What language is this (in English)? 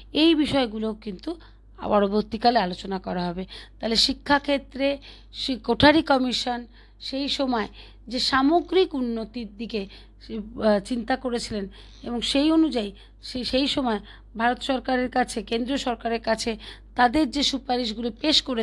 Bangla